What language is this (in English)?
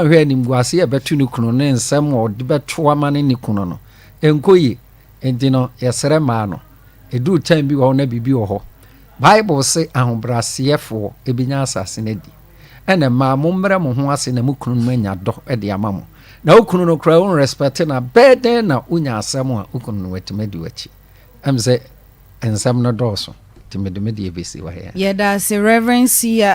Akan